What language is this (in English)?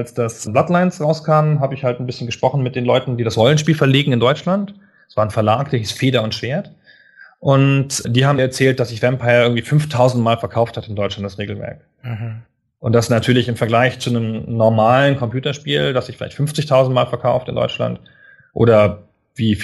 German